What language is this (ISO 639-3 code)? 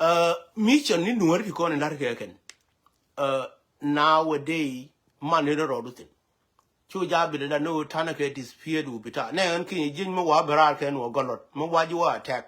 nus